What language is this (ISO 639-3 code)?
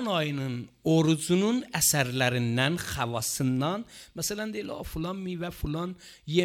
aze